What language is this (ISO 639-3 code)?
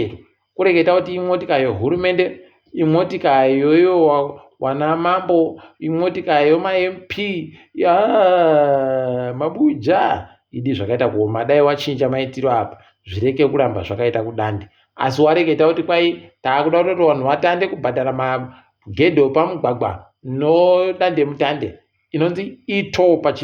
ndc